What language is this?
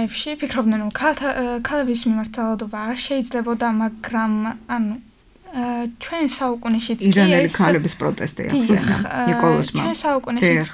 Georgian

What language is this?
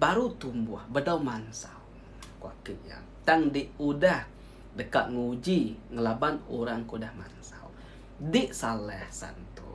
Iban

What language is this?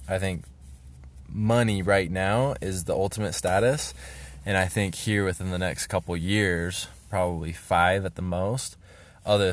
English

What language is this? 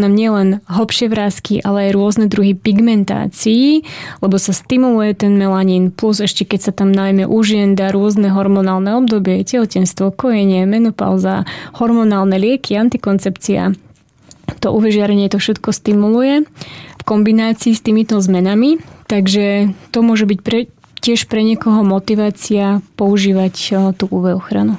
Slovak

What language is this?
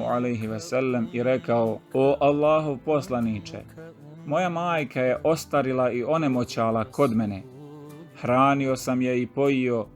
Bosnian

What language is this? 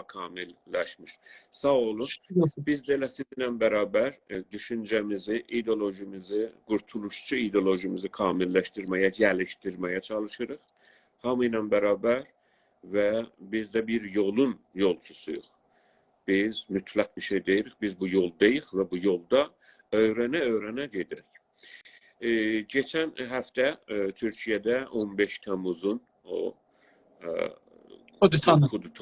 South Azerbaijani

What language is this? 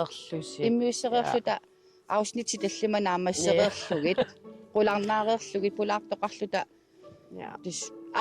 Kalaallisut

